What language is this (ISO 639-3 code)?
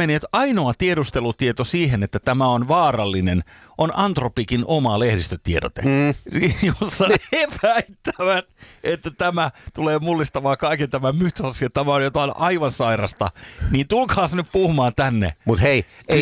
fin